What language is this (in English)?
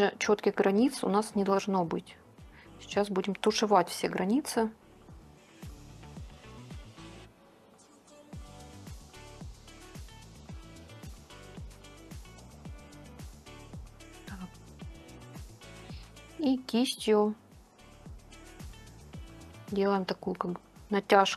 Russian